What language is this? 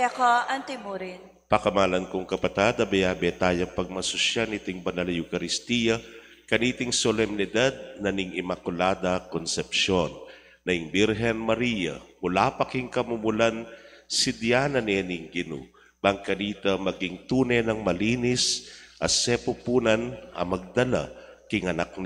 Pampanga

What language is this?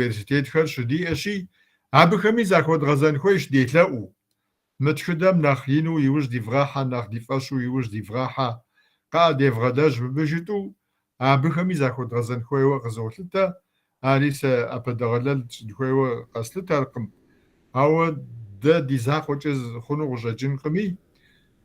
Kabardian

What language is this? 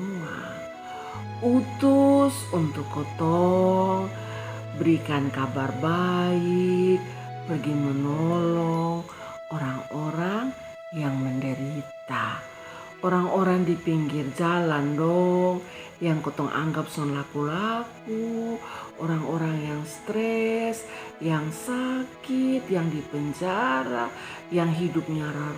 Kupang Malay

